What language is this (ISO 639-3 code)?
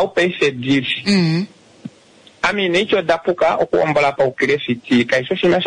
kua